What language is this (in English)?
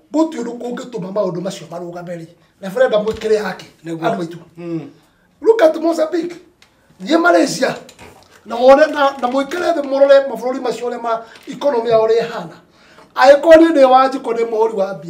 Kikuyu